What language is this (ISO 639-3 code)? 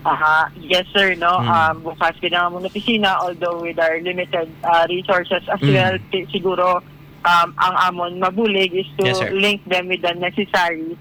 hil